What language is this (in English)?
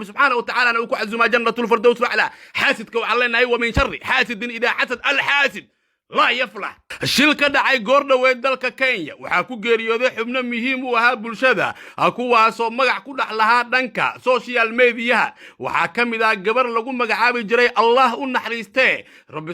Somali